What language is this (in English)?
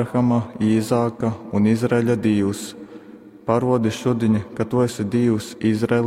Latgalian